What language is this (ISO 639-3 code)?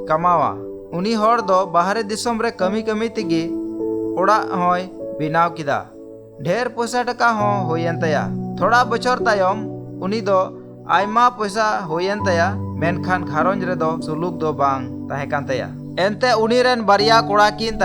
sat